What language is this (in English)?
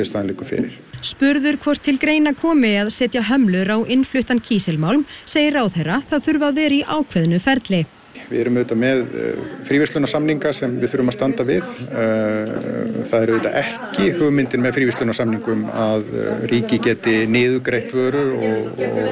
Icelandic